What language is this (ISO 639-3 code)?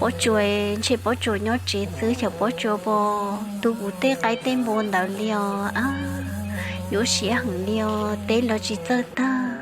hmn